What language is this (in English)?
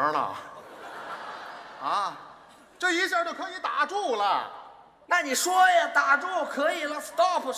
Chinese